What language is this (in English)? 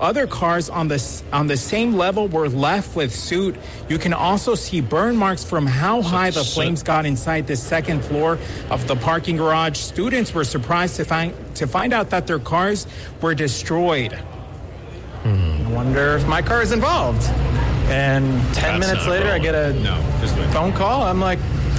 English